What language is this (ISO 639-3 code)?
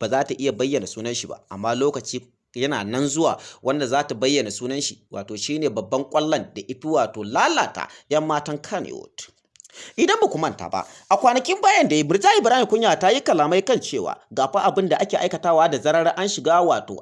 hau